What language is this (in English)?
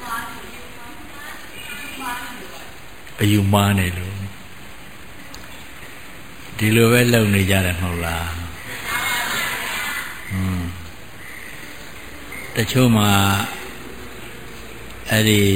Burmese